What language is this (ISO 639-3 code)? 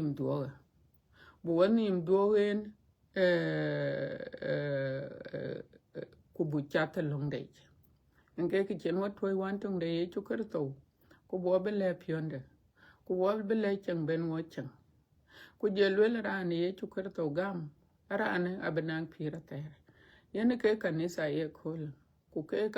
din